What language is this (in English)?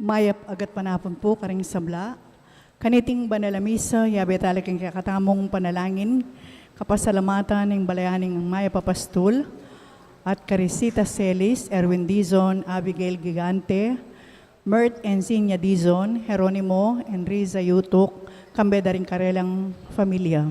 Pampanga